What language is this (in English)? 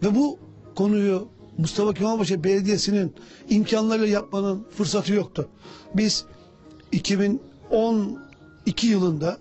Turkish